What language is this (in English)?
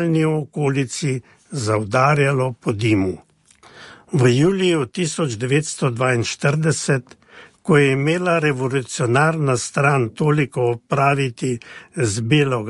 Slovenian